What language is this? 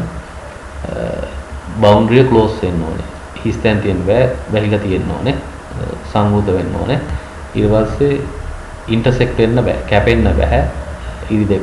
Sinhala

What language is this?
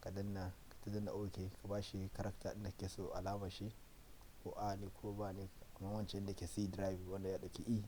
Hausa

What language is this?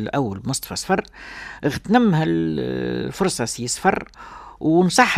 Tunisian Arabic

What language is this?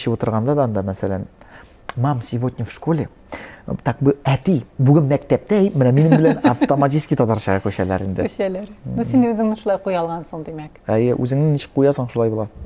Tatar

